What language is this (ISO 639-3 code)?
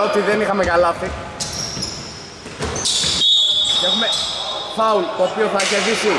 ell